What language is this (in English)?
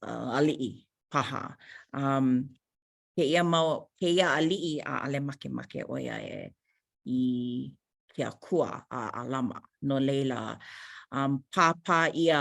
Hawaiian